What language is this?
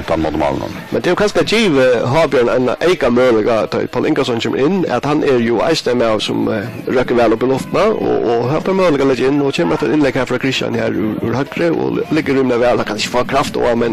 Faroese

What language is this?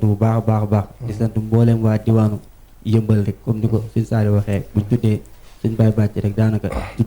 Wolof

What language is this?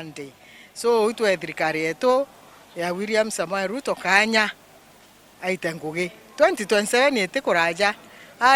Meru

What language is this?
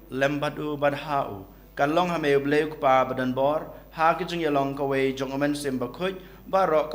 Khasi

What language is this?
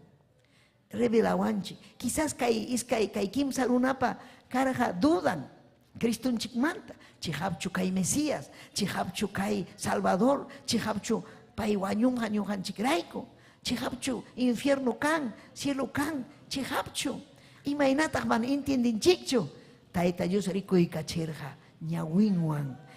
Ayacucho Quechua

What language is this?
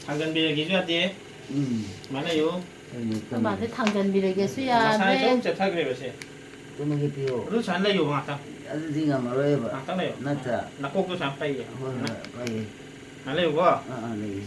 Manipuri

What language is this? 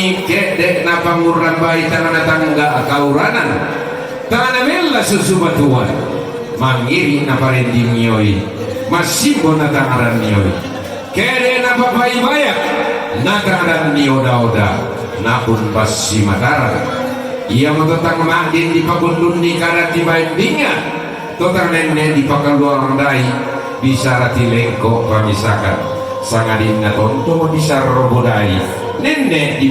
Toraja-Sa'dan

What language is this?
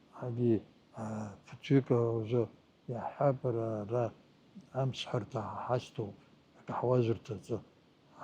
Abkhazian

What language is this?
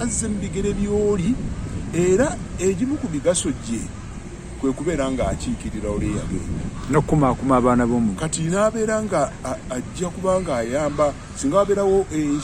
Ganda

